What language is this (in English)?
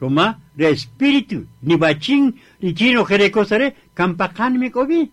Kaqchikel